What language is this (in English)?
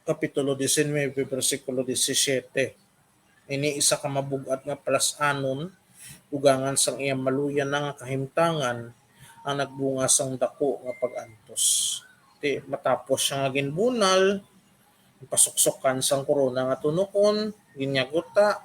Hiligaynon